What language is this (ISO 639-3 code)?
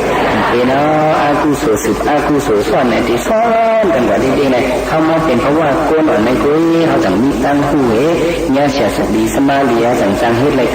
shn